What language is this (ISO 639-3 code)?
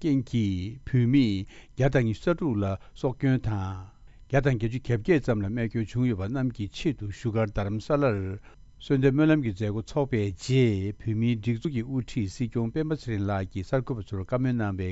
bod